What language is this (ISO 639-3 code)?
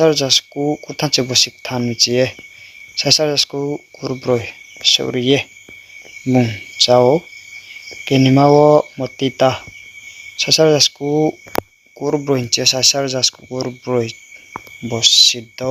ria